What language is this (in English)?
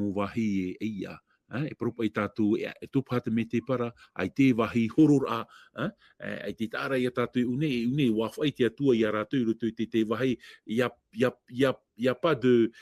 Tahitian